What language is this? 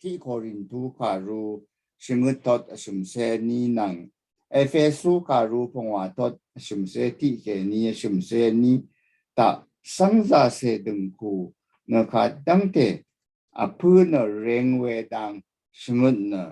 Rawang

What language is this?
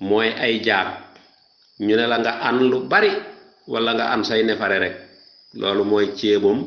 Wolof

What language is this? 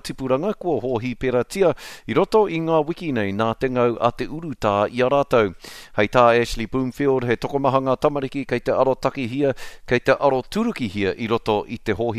Māori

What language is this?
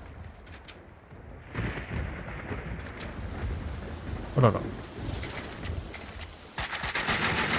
Japanese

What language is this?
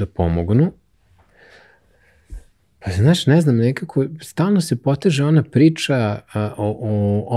Serbian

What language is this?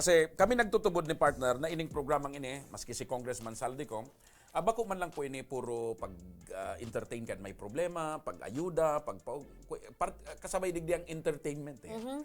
Bikol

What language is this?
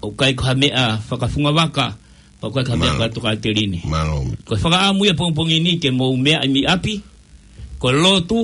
Tongan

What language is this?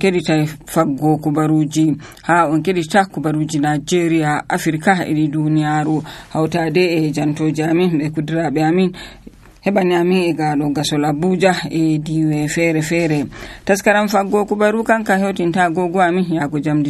Nigerian Fulfulde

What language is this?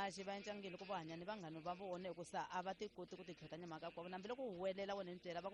Tsonga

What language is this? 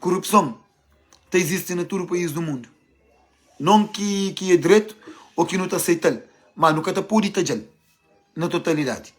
Kabuverdianu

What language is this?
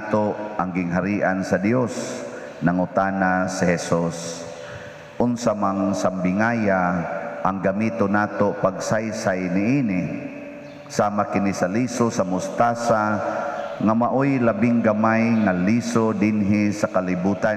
Cebuano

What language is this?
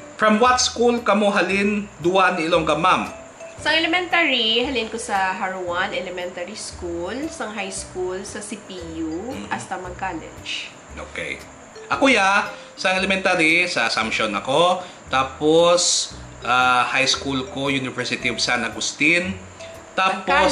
Hiligaynon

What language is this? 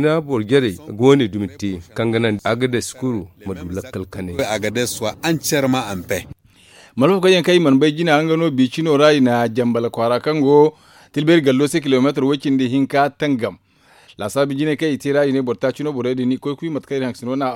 Zarma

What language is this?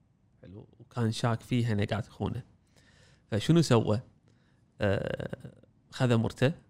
Gulf Arabic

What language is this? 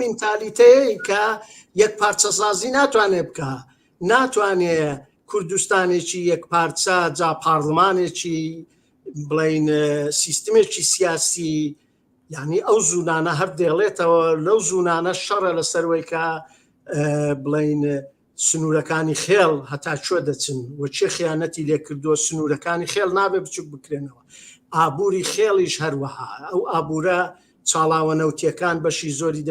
Central Kurdish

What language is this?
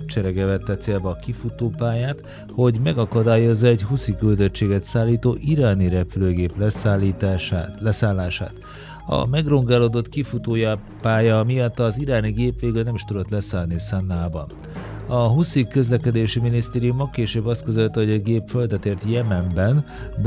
Hungarian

